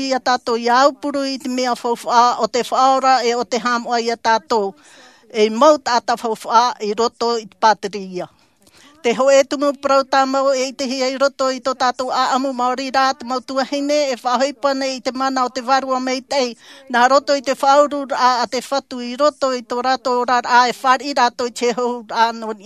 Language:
Tahitian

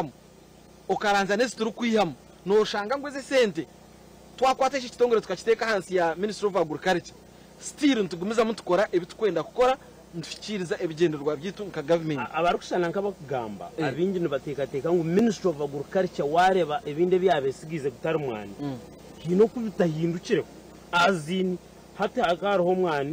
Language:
Nyankole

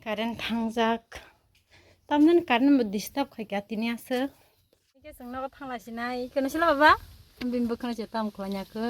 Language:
Kok Borok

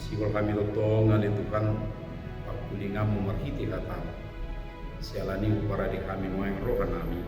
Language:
Batak Toba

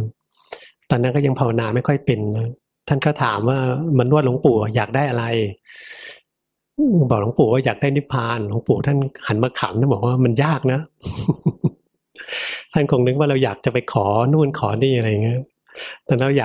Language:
Thai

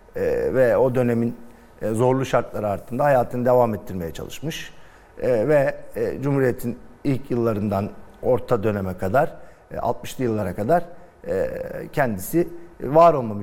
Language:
Turkish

